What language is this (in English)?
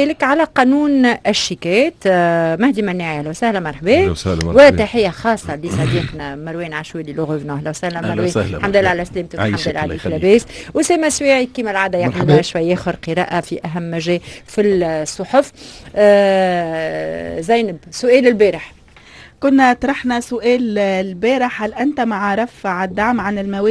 Tunisian Arabic